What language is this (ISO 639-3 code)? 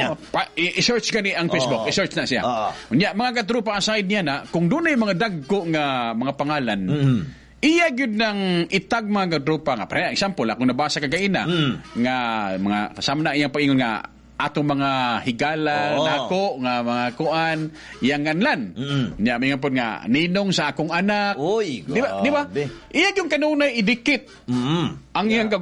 ceb